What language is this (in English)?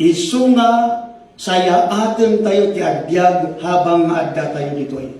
Iloko